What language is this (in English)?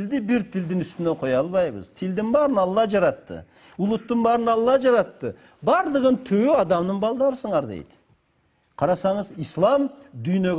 Kyrgyz